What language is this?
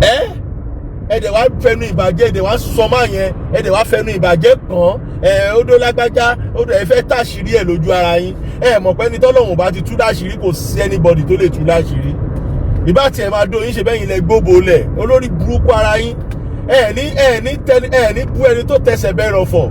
Yoruba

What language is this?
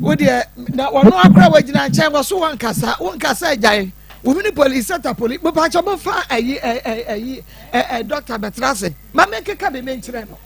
Akan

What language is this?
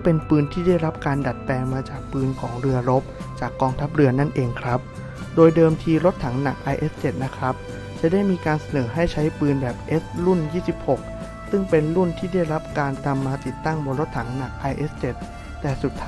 Thai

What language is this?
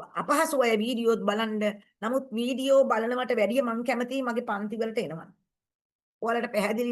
Sinhala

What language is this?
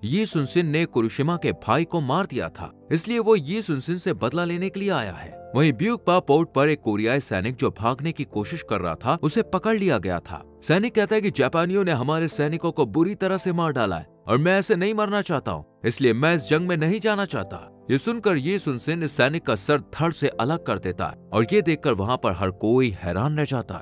Hindi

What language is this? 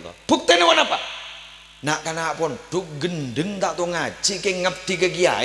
Madurese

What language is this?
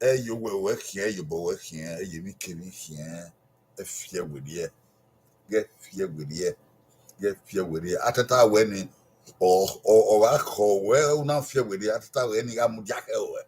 Bini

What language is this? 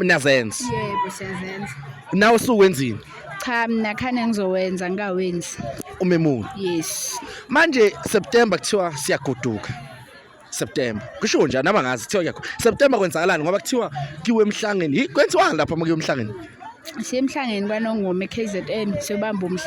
Zulu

